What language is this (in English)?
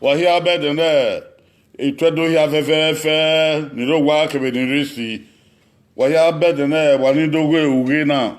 Bini